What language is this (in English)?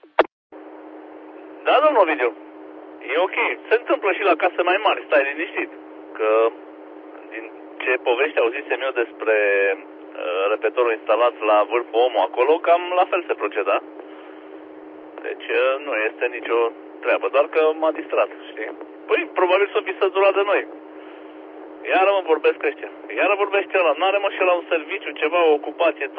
Romanian